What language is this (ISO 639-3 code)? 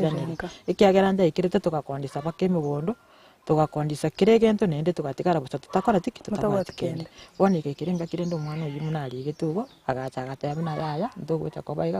guz